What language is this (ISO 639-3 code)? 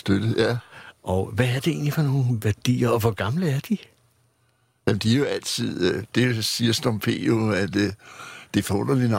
dan